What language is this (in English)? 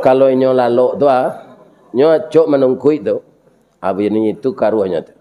Minangkabau